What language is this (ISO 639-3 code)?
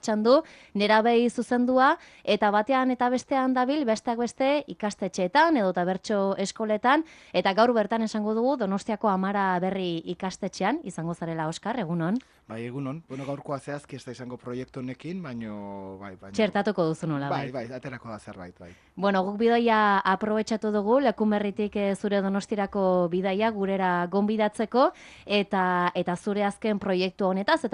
eus